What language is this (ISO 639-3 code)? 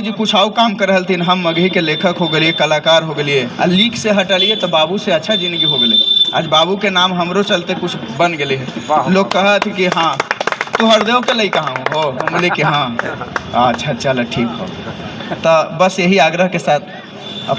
mag